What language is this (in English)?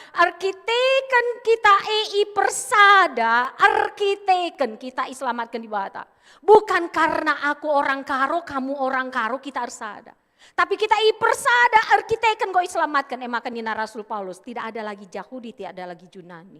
Batak Karo